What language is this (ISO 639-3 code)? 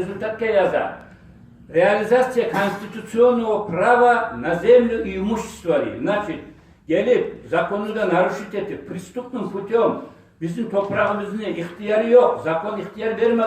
kum